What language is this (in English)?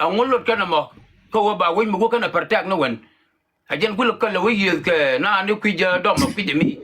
Nuer